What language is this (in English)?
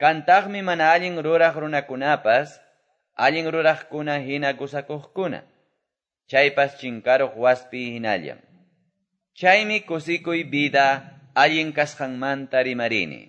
Quechua